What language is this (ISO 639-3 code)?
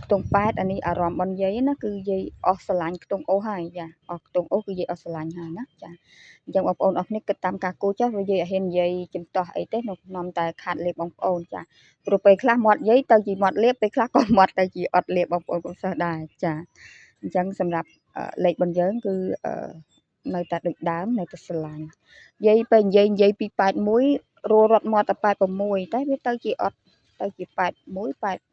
khm